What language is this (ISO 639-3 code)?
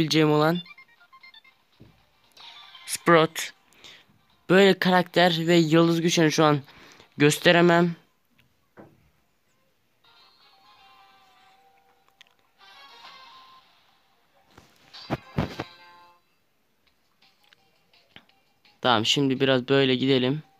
tur